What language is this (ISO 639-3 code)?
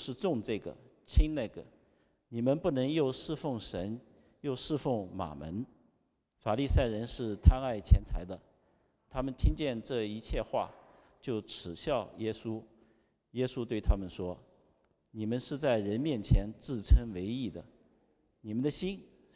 zho